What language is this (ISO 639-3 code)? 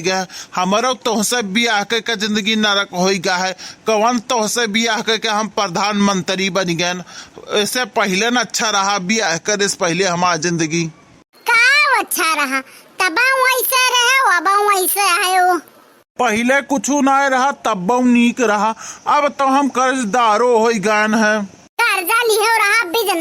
awa